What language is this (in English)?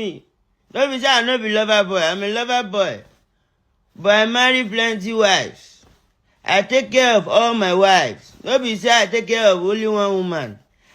Nigerian Pidgin